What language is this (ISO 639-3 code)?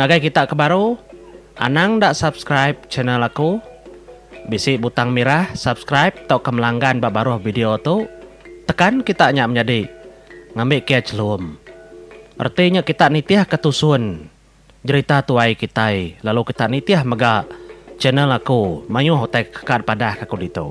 iba